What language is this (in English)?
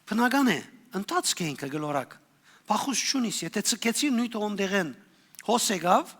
Western Armenian